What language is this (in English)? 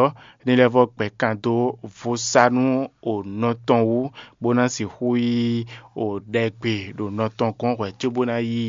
Fon